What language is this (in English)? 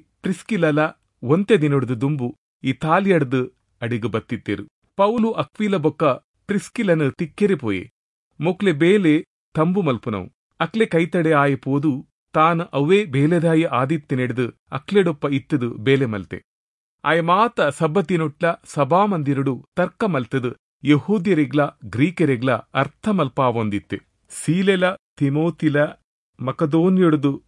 Tulu